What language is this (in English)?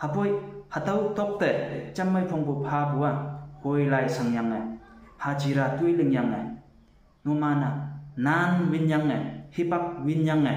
Konyak Naga